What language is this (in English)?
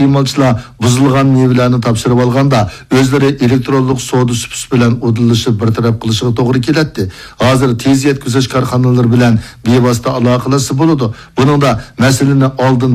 Uyghur